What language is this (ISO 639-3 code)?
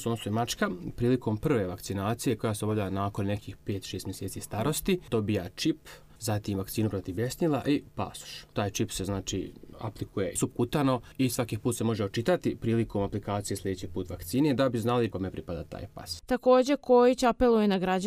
hrv